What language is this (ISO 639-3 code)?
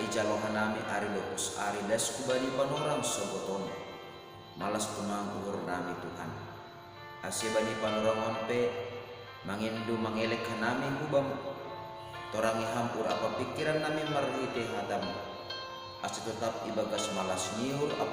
bts